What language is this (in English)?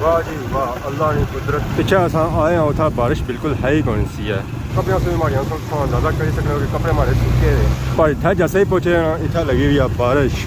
Pahari-Potwari